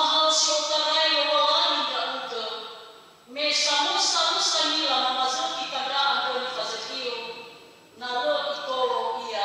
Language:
Nias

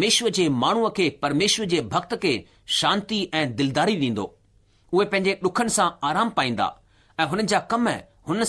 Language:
Sindhi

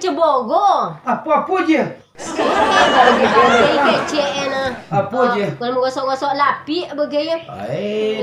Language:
Minangkabau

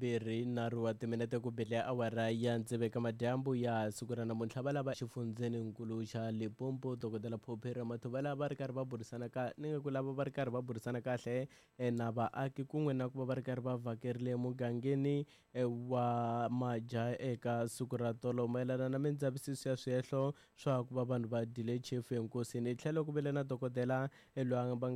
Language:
Tsonga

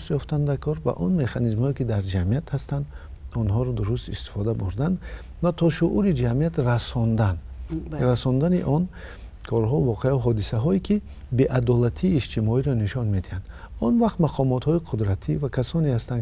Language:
Tajik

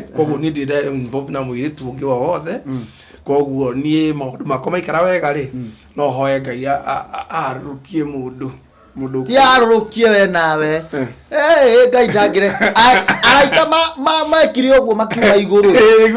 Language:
Kikuyu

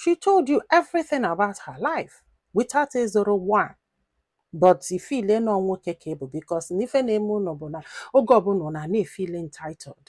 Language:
Igbo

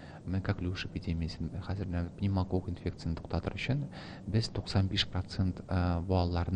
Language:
Tatar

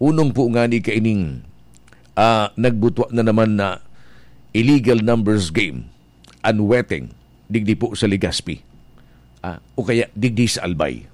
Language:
Bikol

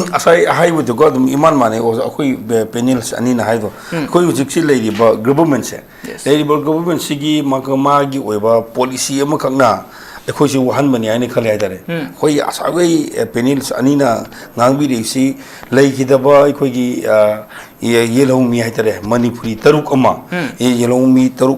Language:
Manipuri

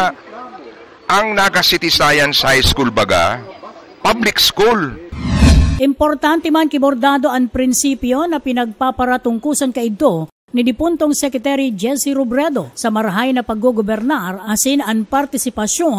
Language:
Bikol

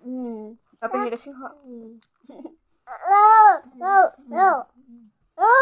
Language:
Karbi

